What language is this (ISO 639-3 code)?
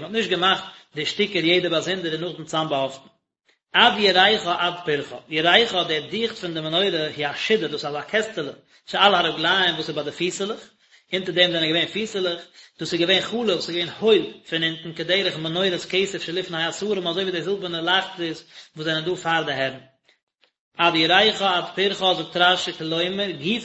yid